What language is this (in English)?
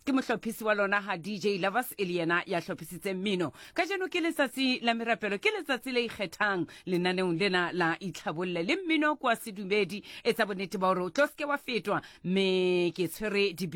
Southern Sotho